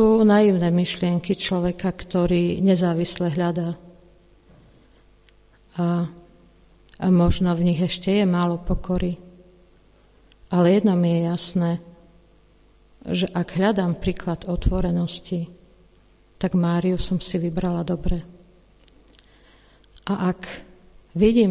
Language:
Slovak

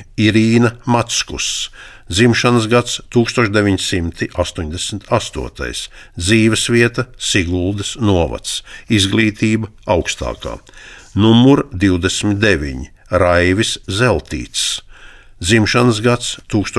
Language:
Latvian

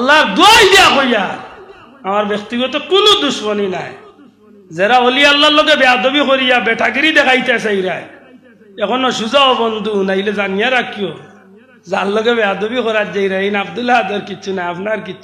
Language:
Sylheti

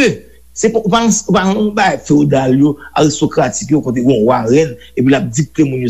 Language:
Haitian Creole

